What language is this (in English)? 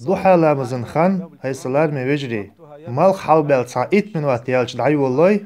Chechen